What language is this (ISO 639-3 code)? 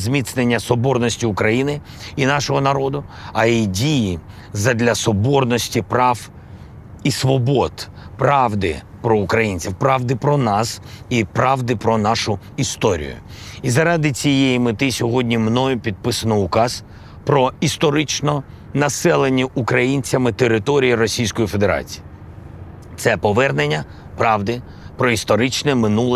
ukr